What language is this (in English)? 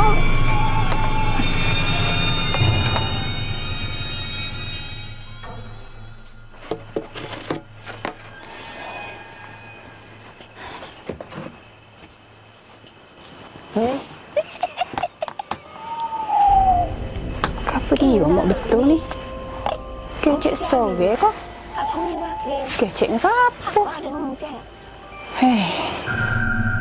Malay